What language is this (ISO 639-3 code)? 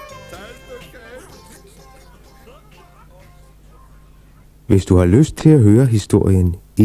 dan